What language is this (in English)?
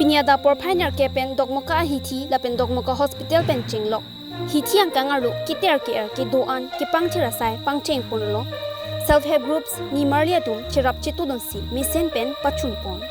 Karbi